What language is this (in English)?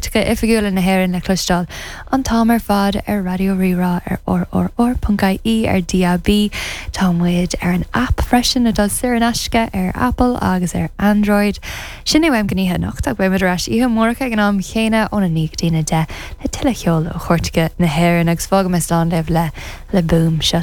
Irish